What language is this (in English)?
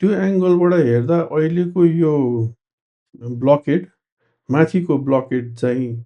Nepali